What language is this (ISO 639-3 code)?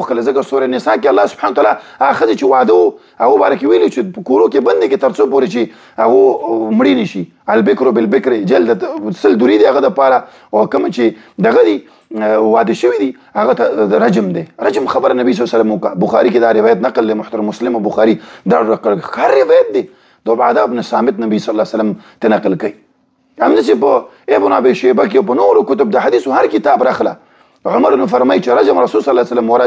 pus